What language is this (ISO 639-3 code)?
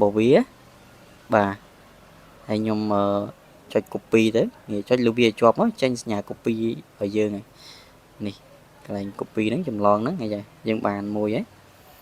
khm